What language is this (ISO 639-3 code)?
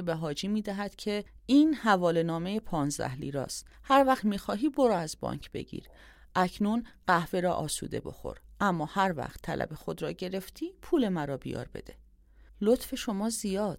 fas